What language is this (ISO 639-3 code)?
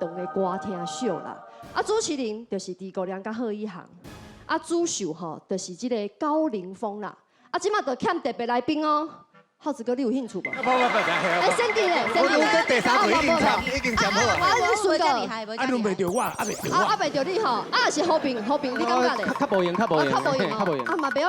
nan